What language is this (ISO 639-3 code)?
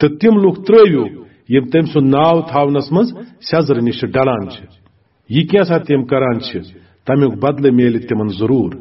kas